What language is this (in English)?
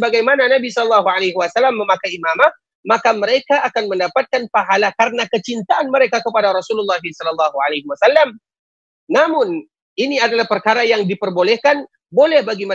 Indonesian